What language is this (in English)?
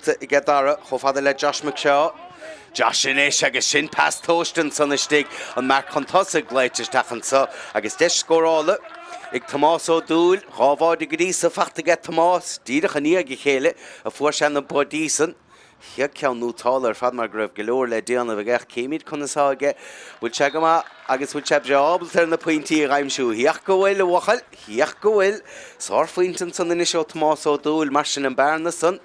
Irish